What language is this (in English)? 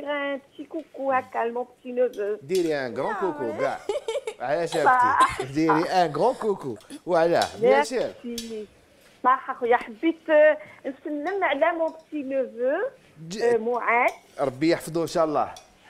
Algerian Arabic